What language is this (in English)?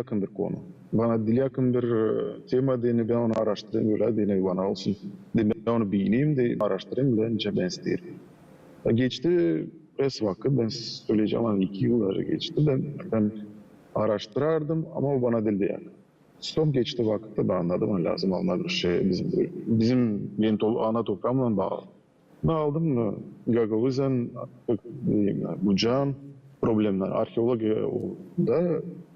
Gagauz